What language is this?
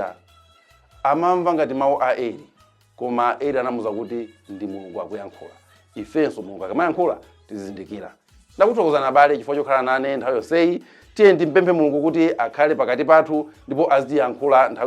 Nyanja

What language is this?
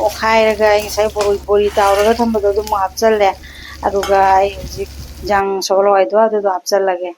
Manipuri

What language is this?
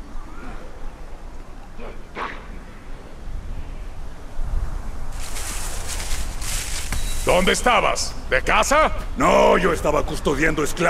Spanish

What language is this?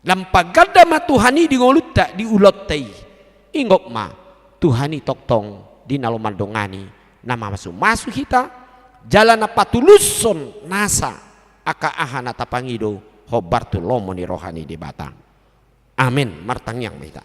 Batak Toba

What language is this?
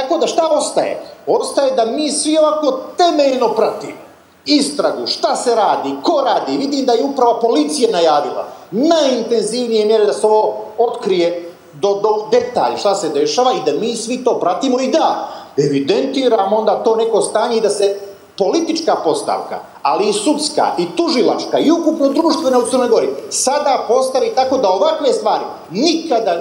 Serbian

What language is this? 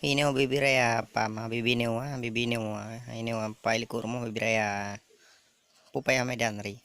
Achinese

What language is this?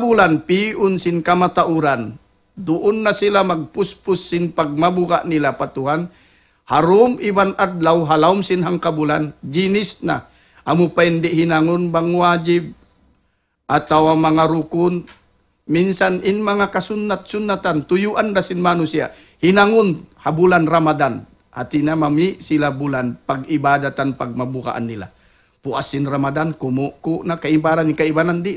Tausug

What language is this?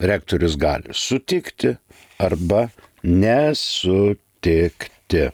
Lithuanian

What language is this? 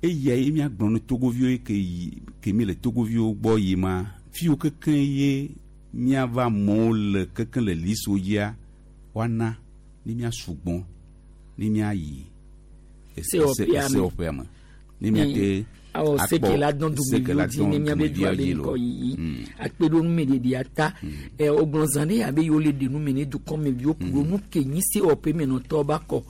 Gen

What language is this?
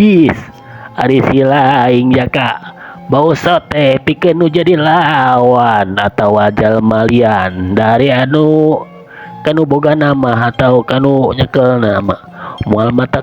Sundanese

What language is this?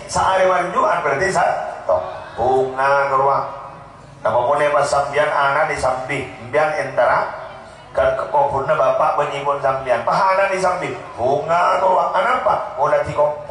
Madurese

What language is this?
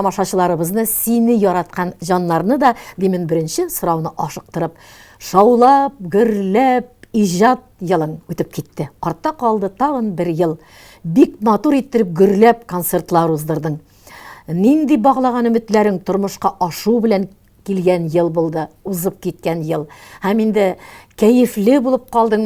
Tatar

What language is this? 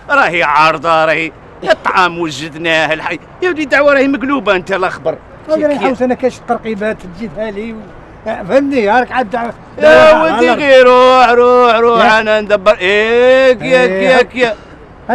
Algerian Arabic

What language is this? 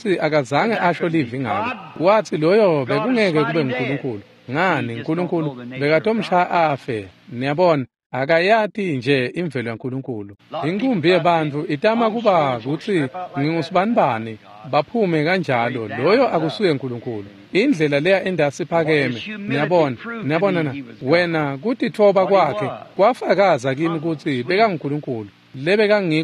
Swati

